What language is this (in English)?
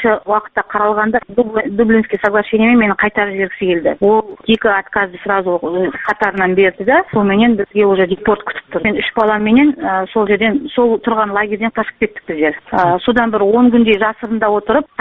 Kazakh